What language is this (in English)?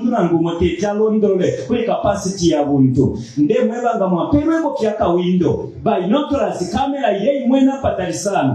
Bemba